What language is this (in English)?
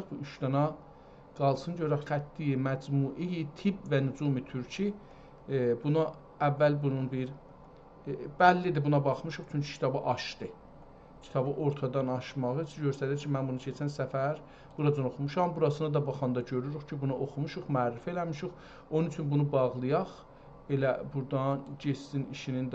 South Azerbaijani